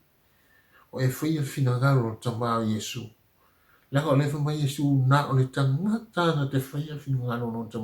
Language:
Samoan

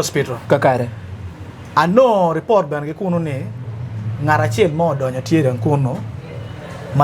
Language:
Acoli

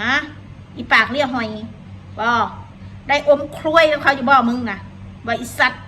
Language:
Northeastern Thai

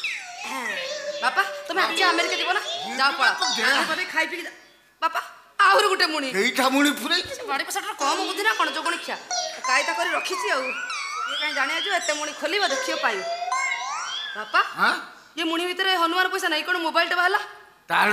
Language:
Odia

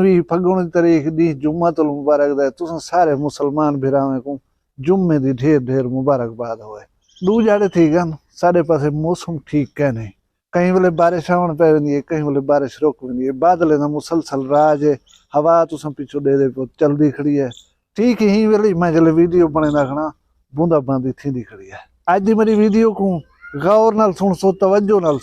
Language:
Saraiki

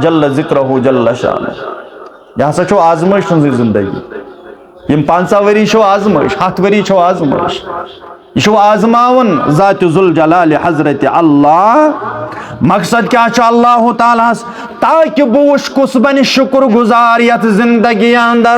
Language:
Kashmiri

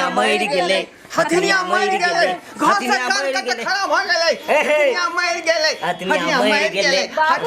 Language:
Maithili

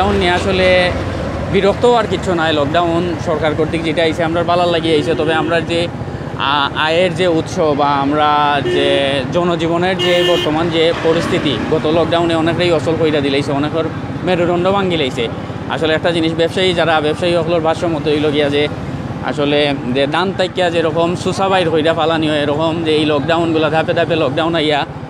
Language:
Sylheti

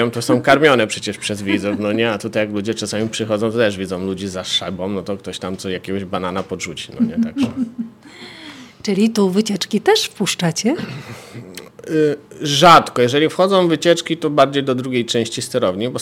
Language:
Polish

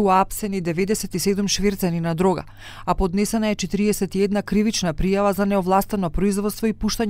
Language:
Macedonian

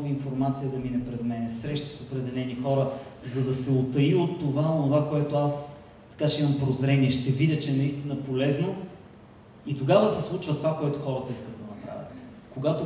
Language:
Bulgarian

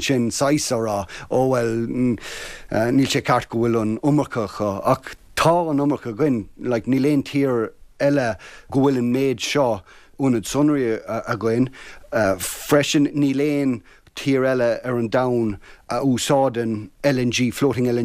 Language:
Irish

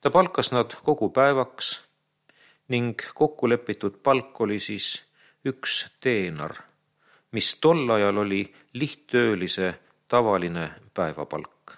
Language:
Estonian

